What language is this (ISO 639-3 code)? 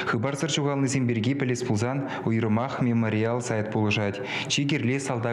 chv